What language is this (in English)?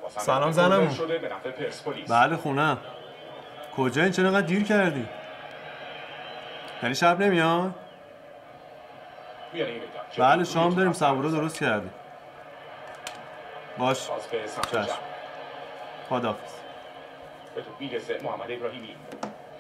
Persian